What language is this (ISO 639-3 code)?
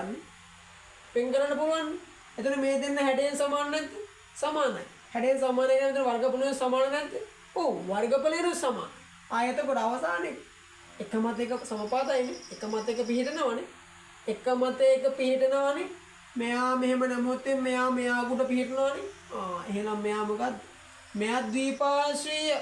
sin